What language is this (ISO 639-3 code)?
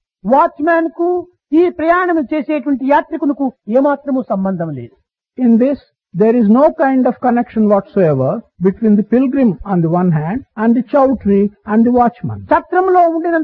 tel